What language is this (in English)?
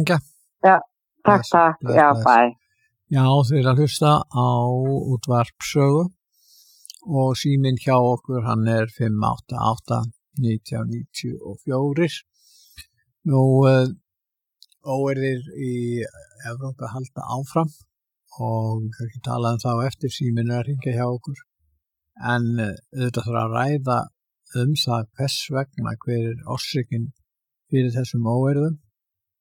Icelandic